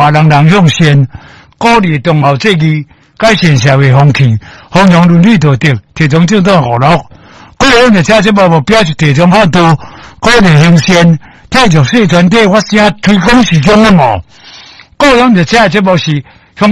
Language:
Min Nan Chinese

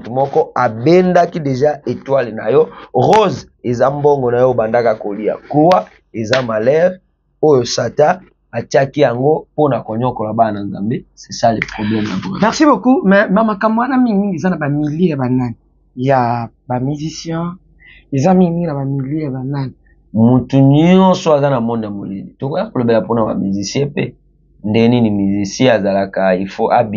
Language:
Lingala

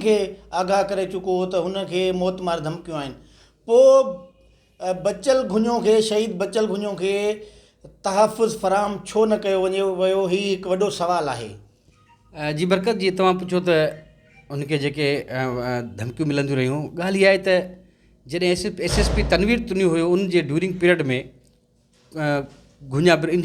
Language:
Sindhi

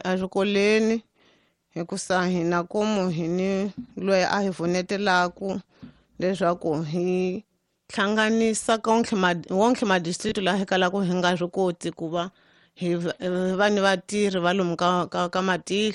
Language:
Tsonga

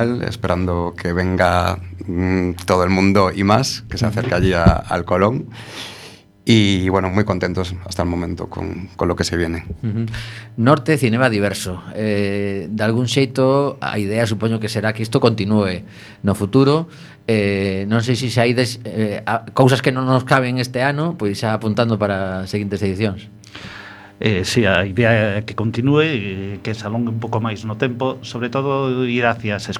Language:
Galician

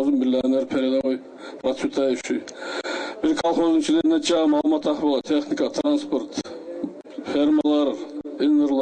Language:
Kumyk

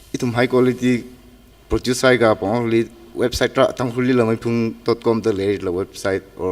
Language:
Tangkhul Naga (India)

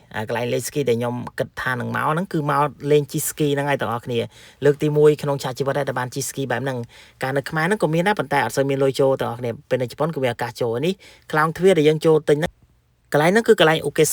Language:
Khmer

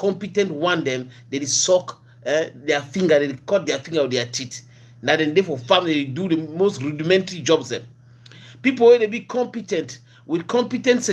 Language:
Cameroon Pidgin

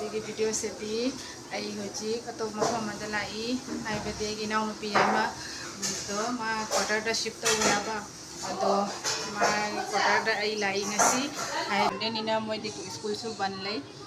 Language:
Manipuri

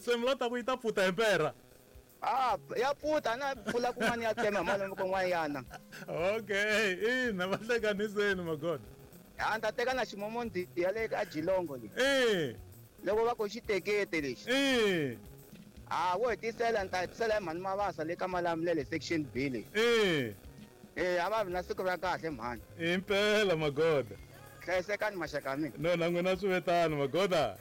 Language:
Tsonga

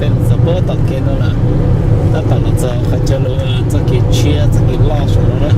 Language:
Hmong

